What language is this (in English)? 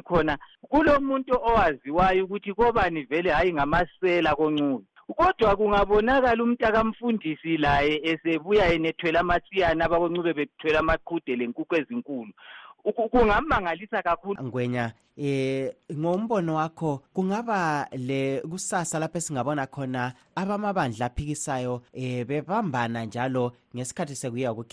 North Ndebele